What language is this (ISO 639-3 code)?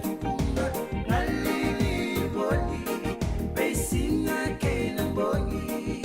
fij